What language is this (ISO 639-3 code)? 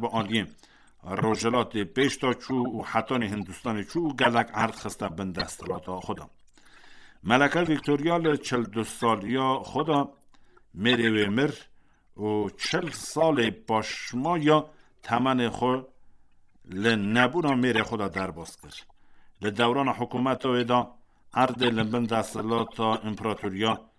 kur